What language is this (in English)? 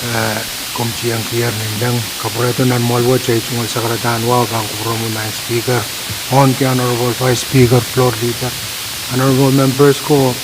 Pohnpeian